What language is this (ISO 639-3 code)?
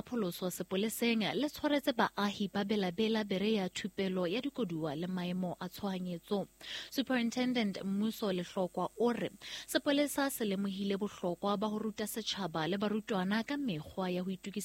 sot